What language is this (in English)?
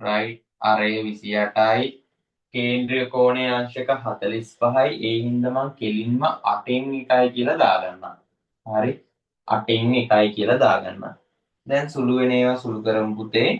Sinhala